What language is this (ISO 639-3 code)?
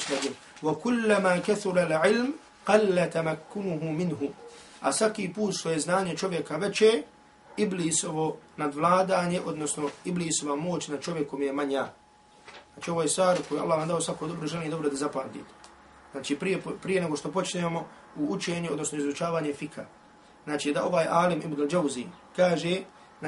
bos